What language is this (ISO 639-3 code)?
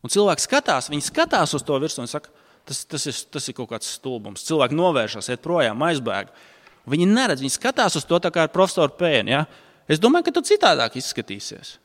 lav